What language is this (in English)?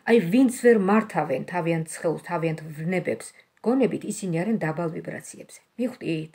Georgian